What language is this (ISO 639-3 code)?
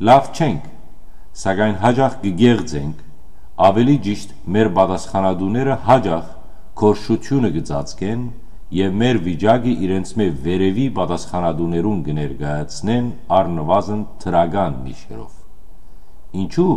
hyw